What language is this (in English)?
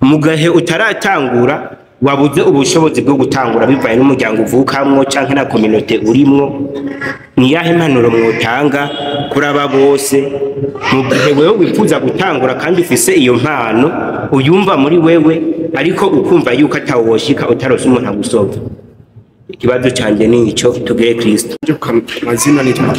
Rundi